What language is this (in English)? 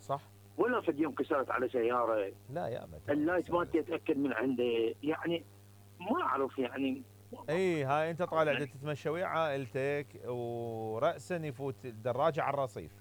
Mesopotamian Arabic